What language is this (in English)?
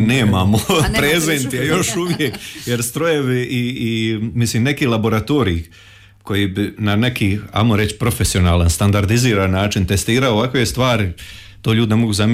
Croatian